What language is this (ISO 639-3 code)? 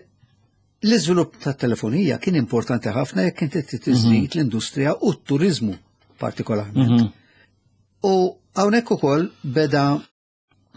mlt